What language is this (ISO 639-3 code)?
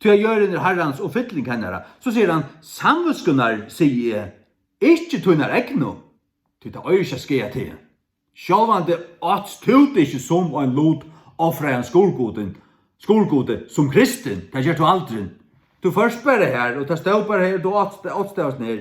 fao